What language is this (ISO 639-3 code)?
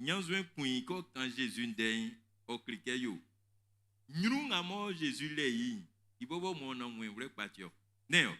bci